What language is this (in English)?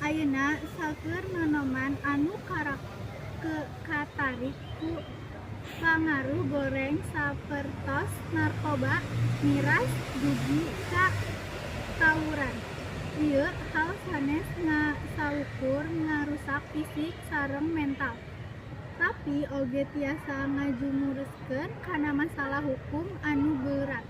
Sundanese